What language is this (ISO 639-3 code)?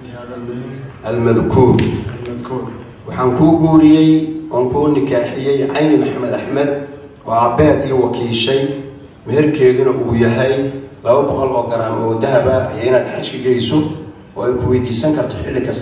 som